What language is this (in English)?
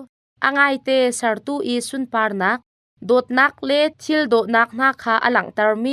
Hakha Chin